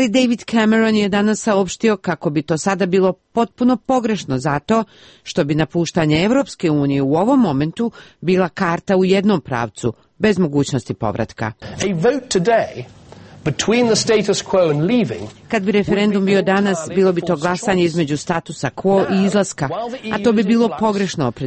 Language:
Serbian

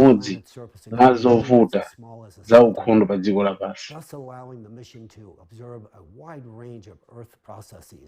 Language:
Nyanja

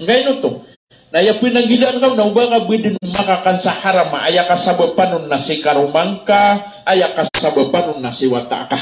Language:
Maranao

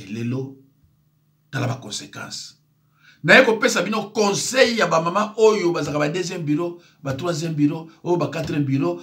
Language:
Lingala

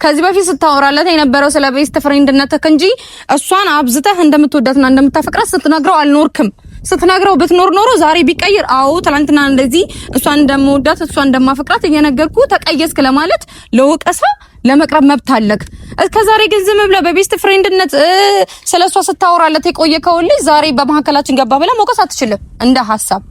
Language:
Amharic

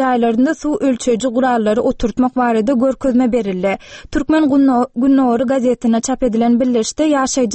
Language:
Turkmen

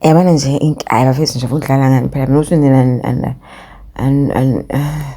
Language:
Zulu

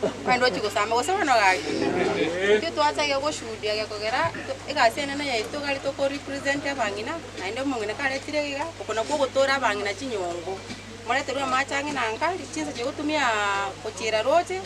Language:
Gusii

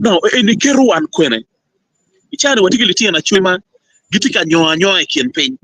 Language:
Acoli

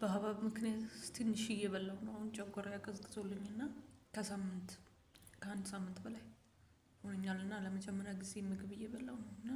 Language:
Amharic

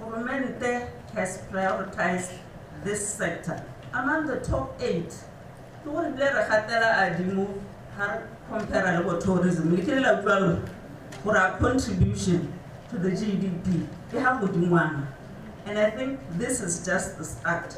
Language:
Tswana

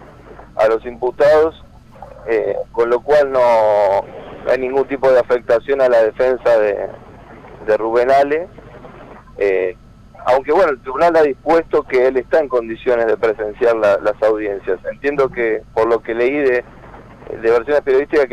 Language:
Spanish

